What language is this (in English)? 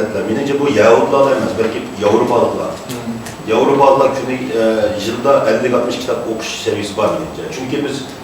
Uyghur